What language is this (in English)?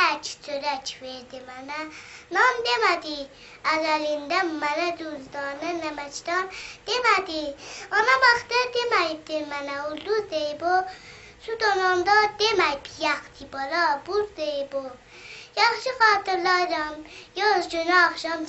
South Azerbaijani